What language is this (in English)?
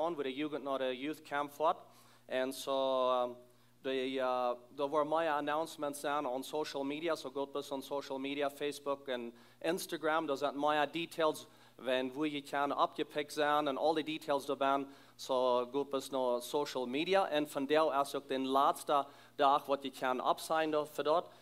Plautdietsch